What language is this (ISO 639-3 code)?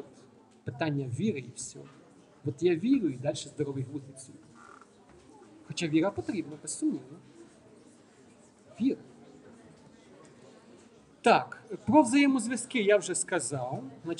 ukr